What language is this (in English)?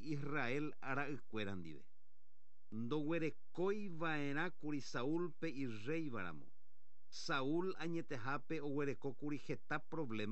Guarani